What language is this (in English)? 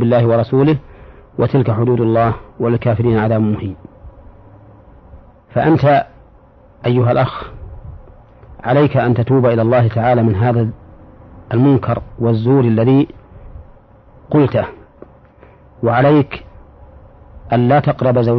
Arabic